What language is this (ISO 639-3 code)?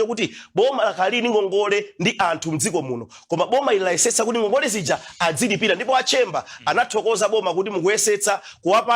nya